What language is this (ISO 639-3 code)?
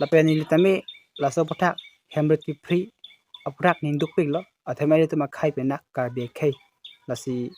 mjw